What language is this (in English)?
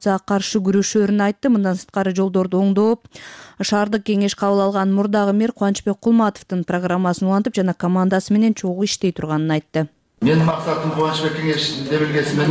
Kyrgyz